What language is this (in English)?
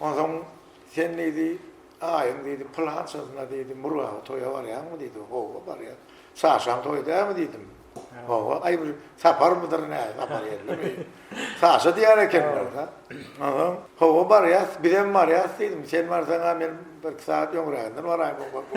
Turkmen